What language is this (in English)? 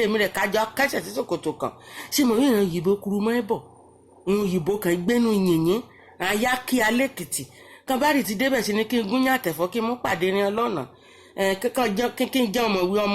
Yoruba